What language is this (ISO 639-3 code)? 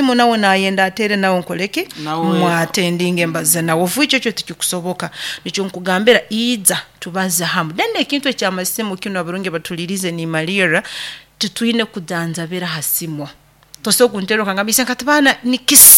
nyo